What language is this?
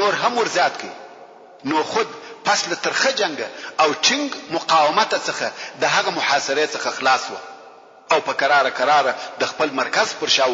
Pashto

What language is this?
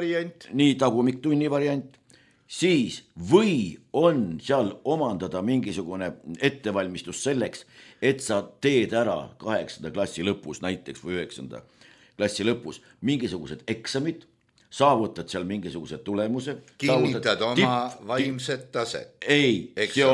Estonian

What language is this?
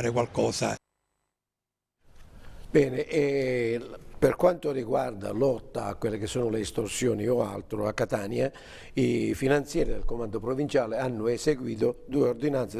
Italian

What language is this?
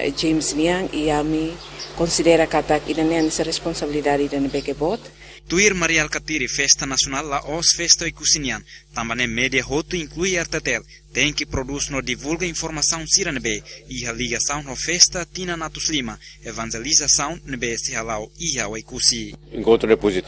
Tetum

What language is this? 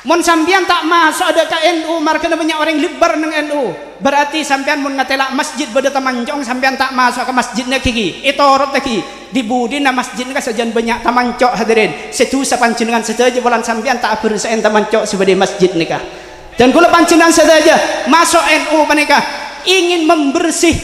Madurese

